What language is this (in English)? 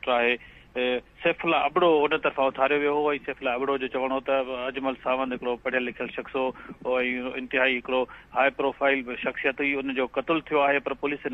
Sindhi